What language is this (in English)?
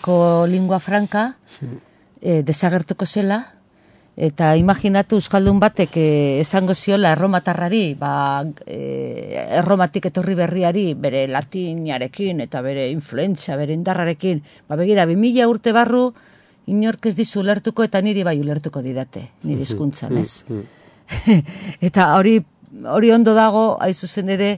Basque